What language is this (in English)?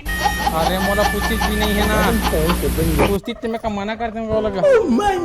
Chhattisgarhi